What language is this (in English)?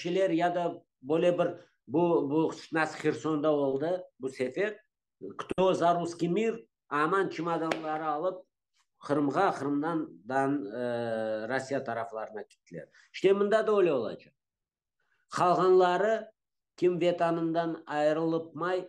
Crimean Tatar